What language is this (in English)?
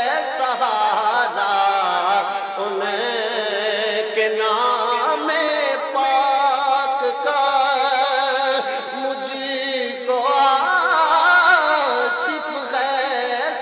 Urdu